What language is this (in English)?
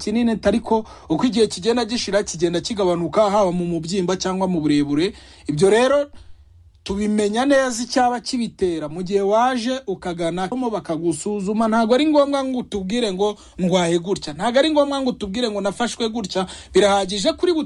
Kinyarwanda